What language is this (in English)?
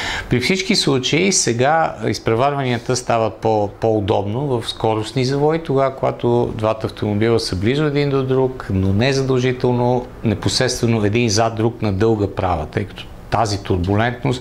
Bulgarian